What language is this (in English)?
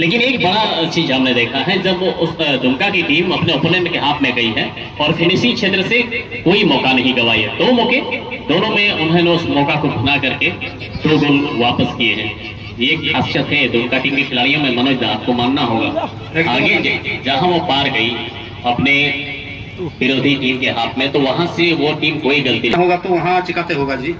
Santali